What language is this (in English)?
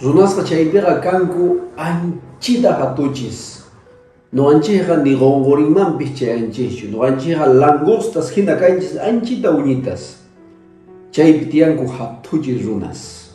Quechua